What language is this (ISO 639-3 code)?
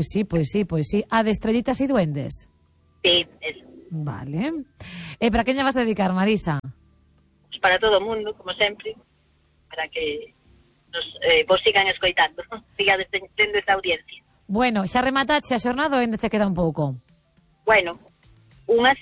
glg